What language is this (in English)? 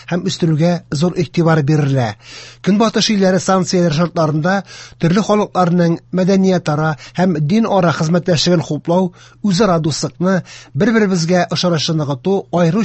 Tatar